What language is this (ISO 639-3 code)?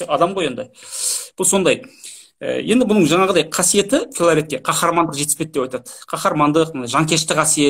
kaz